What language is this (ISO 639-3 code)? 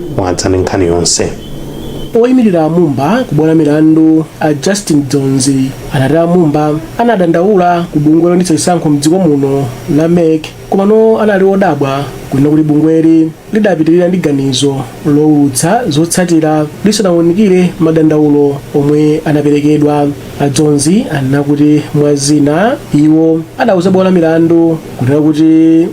nya